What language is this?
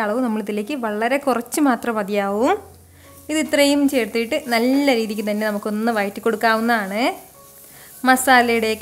Malayalam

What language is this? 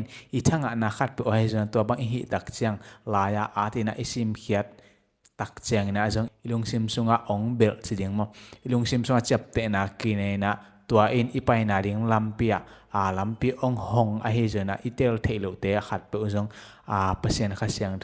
Tedim Chin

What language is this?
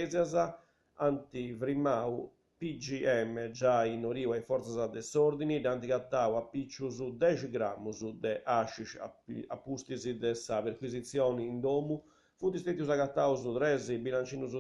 Sardinian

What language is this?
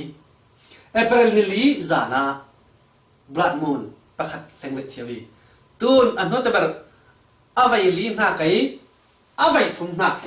Falam Chin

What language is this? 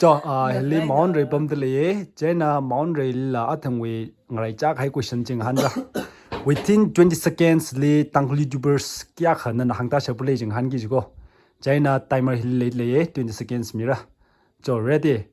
Tangkhul Naga (India)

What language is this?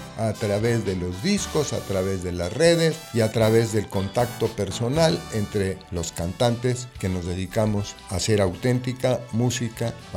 Spanish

